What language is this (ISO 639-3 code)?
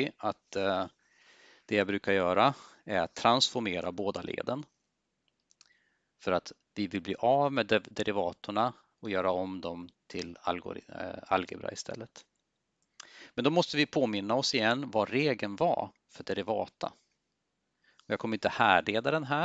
swe